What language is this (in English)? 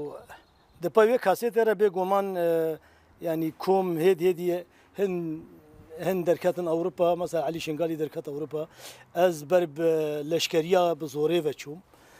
Kurdish